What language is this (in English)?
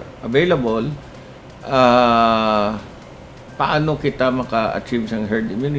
Hiligaynon